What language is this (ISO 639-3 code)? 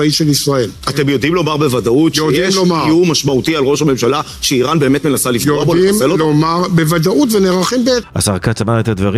heb